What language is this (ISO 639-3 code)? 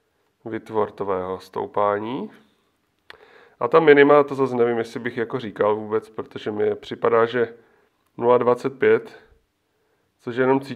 ces